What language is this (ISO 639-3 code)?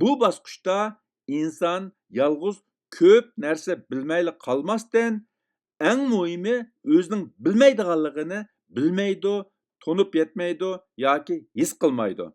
uig